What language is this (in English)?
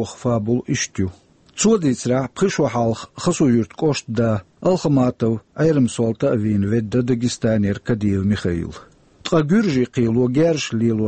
Chechen